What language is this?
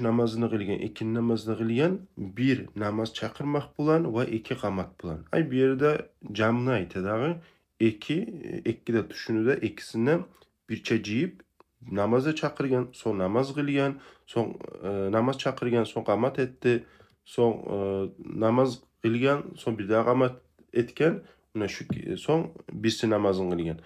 Kumyk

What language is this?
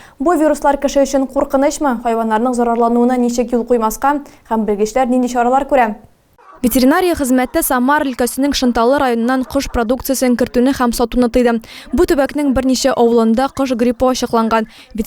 Tatar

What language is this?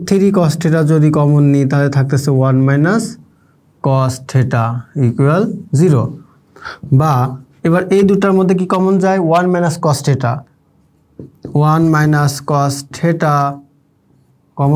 Bangla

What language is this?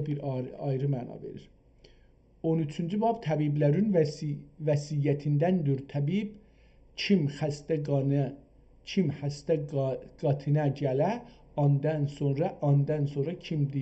South Azerbaijani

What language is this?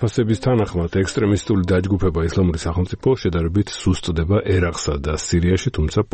Georgian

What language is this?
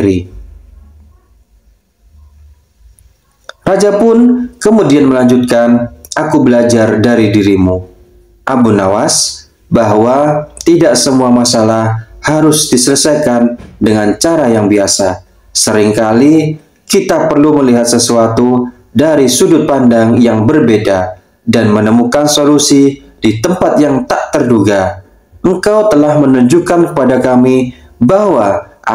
Indonesian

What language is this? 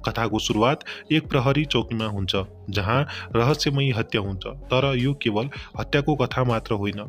Nepali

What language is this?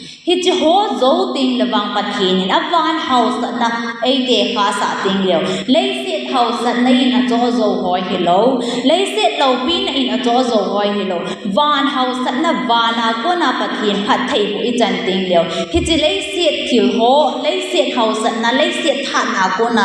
Thado Chin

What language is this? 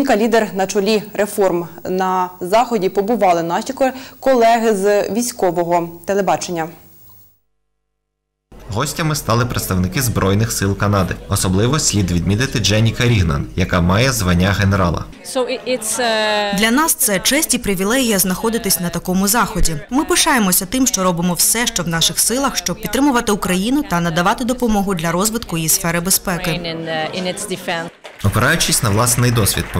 Ukrainian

